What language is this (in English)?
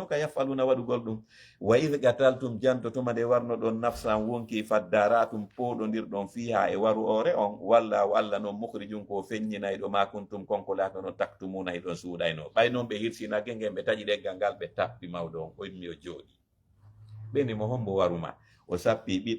Fula